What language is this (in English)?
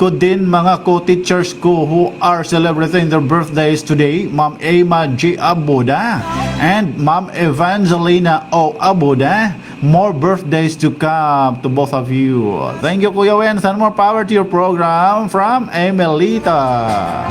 Waray